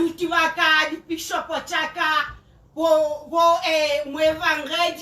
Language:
Northern Sotho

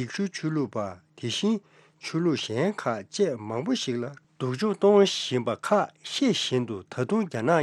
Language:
Tibetan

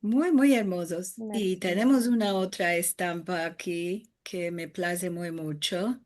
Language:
Ladino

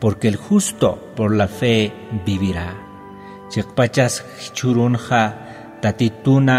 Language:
Aymara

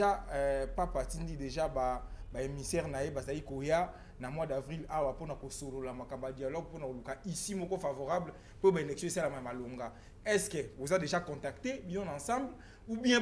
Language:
Lingala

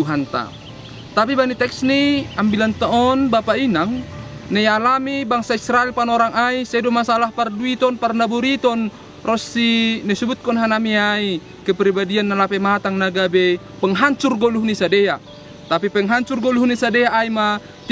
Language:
Batak Simalungun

